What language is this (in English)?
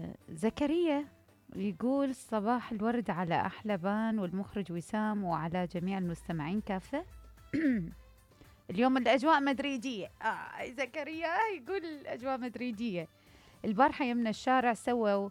Mesopotamian Arabic